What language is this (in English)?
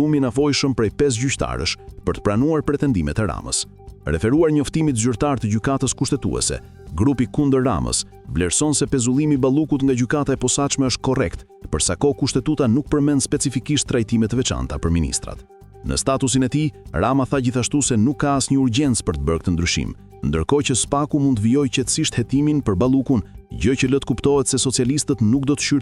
Albanian